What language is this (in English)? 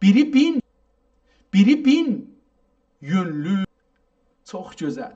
South Azerbaijani